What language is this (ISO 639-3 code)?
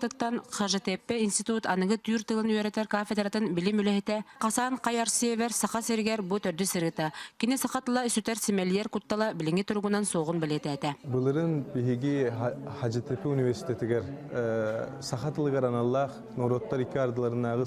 sah